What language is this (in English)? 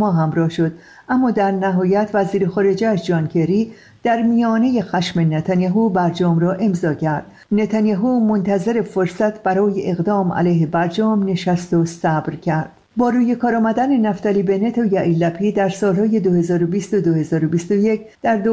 Persian